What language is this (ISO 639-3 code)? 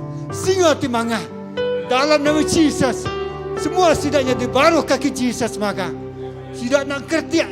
iba